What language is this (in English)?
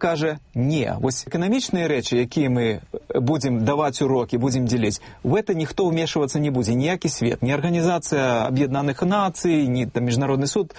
Belarusian